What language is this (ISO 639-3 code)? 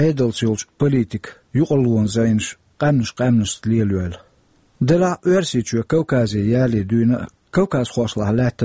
che